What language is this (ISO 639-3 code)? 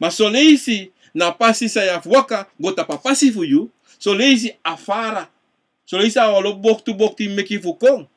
srn